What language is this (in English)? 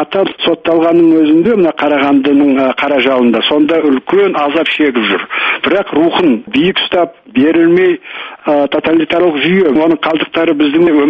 Kazakh